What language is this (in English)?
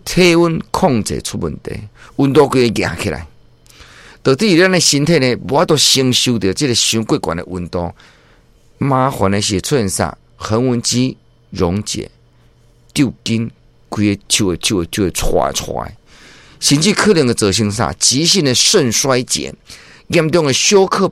Min Nan Chinese